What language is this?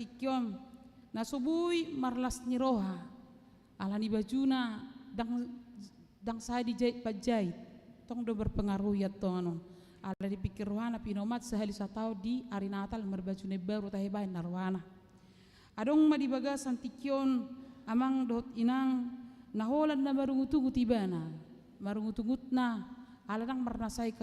Batak Toba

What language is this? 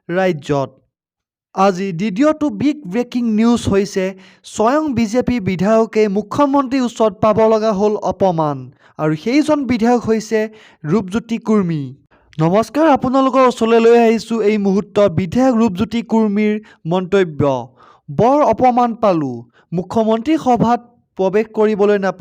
Assamese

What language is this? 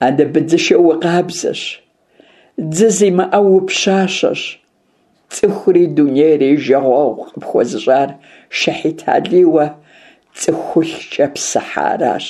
Kabardian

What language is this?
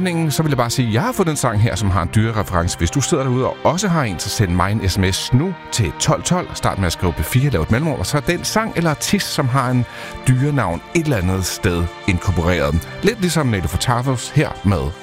Danish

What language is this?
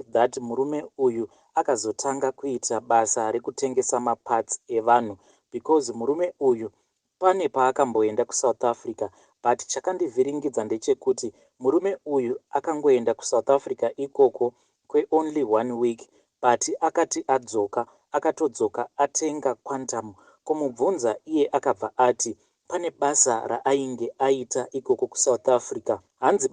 Shona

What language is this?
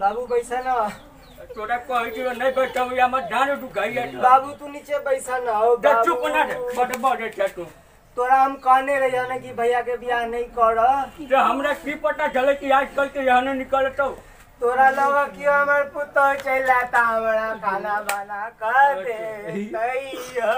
Maithili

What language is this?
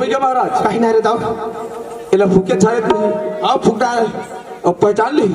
Chhattisgarhi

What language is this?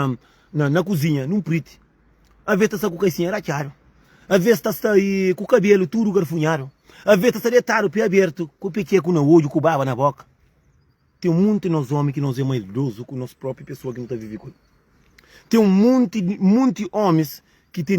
Kabuverdianu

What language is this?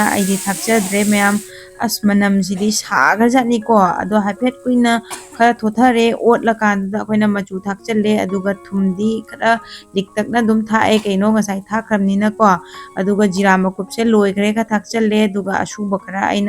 Manipuri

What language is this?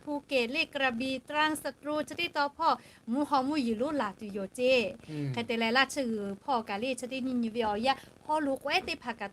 Lahu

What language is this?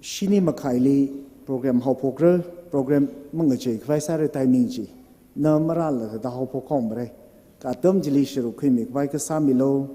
Tangkhul Naga (India)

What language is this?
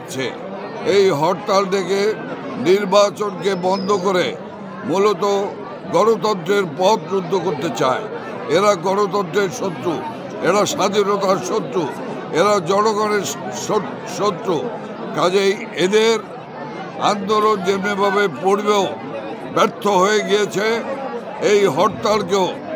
Bangla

